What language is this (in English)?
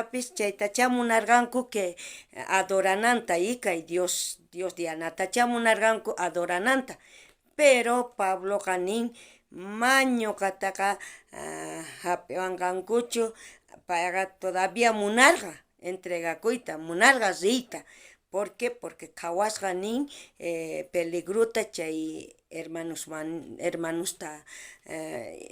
South Bolivian Quechua